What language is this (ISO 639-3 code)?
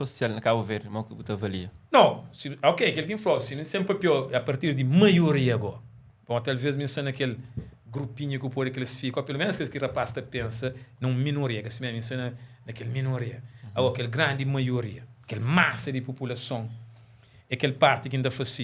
kea